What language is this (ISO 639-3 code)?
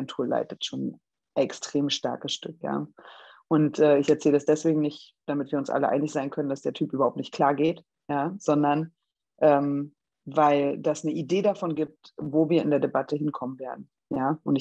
deu